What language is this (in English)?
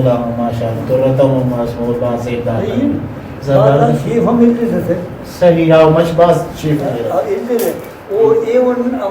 Brahui